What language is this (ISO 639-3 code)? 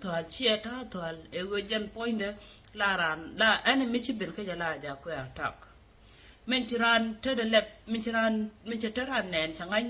nus